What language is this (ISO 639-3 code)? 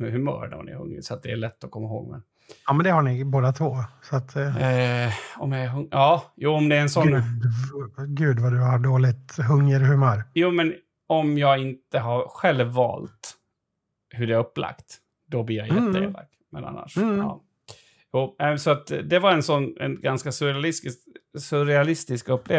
swe